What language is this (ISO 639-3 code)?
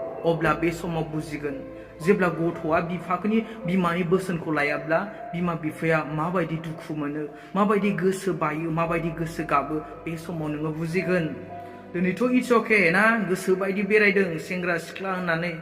brx